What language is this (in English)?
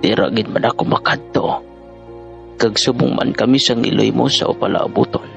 Hiligaynon